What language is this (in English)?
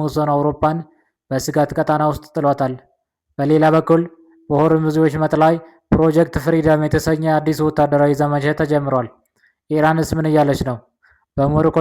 Amharic